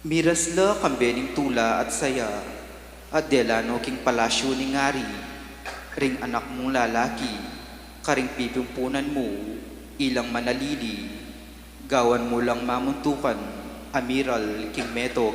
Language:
Pampanga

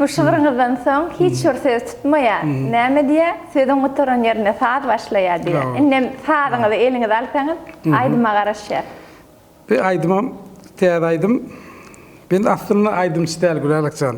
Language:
Turkmen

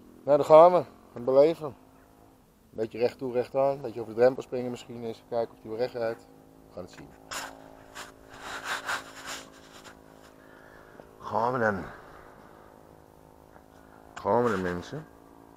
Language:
Dutch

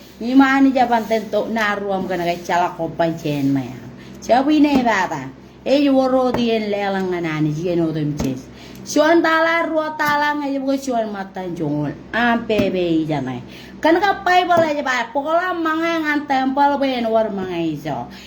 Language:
Marshallese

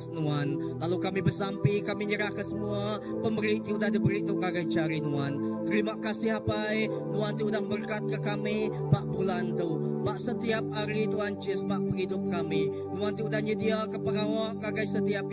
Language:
Iban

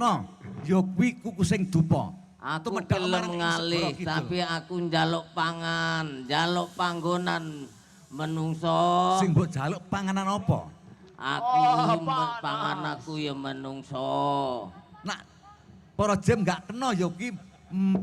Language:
Javanese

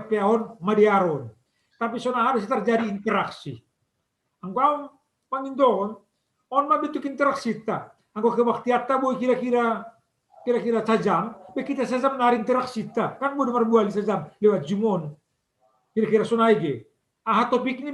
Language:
Batak Simalungun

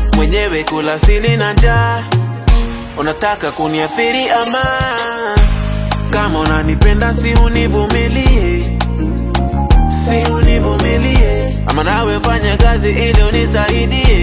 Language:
Swahili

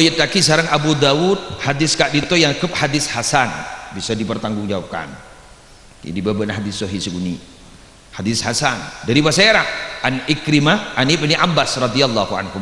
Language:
Madurese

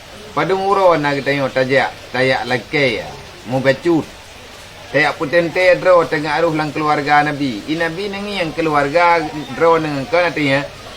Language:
Achinese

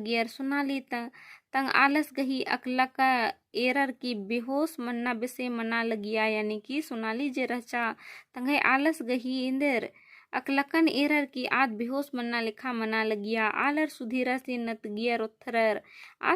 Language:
Kurukh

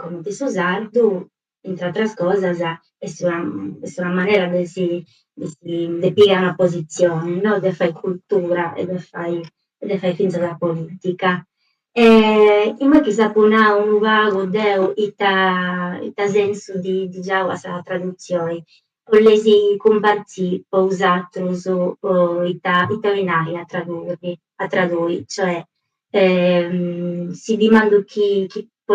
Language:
Sardinian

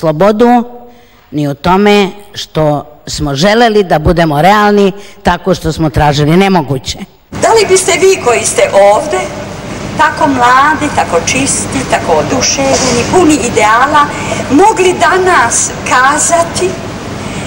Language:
Serbian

